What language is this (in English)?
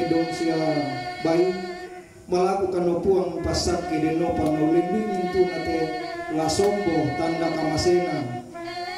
Toraja-Sa'dan